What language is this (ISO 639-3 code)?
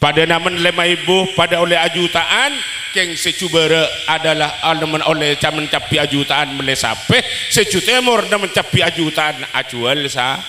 mad